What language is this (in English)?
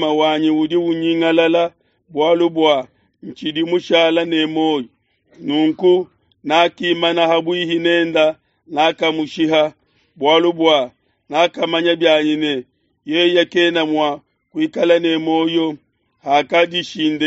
Luba-Lulua